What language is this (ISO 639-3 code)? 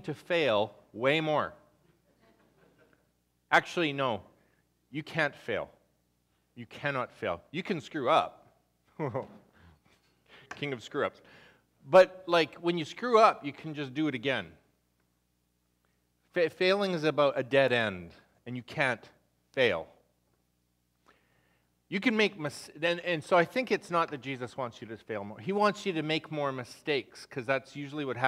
eng